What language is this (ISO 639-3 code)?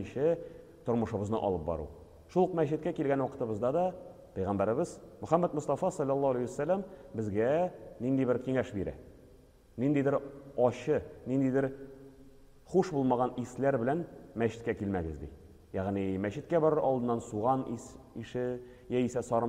tat